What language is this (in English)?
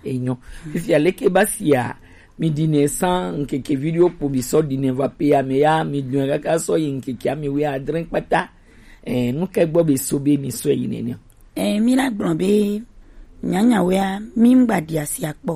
Gen